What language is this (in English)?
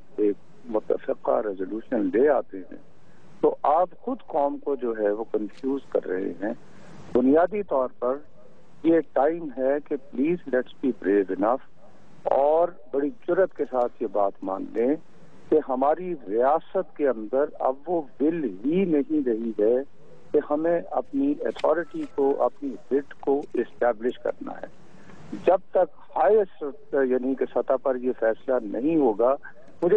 Urdu